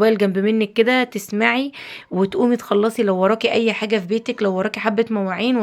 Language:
Egyptian Arabic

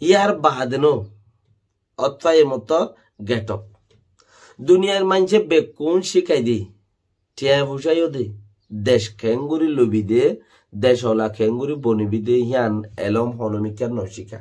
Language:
Rohingya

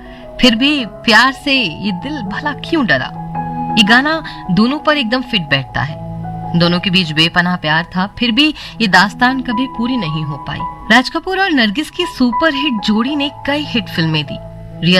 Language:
Hindi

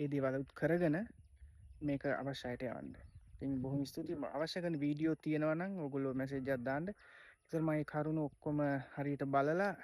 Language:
Sinhala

